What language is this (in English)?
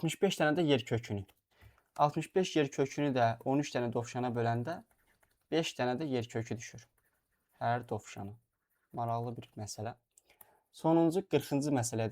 Azerbaijani